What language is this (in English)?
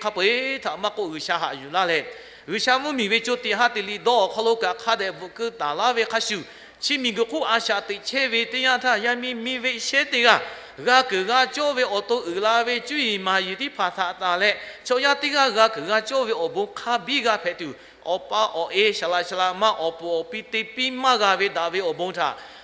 Lahu